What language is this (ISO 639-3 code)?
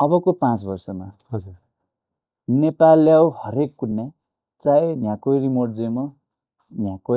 new